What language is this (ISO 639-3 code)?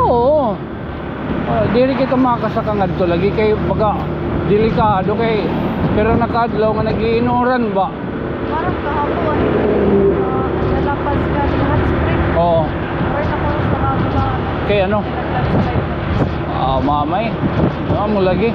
war